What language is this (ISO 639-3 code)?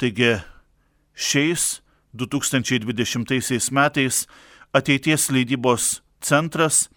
lit